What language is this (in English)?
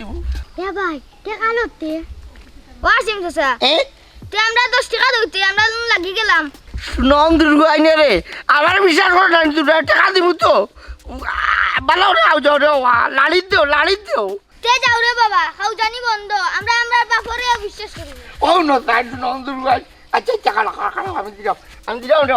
Sylheti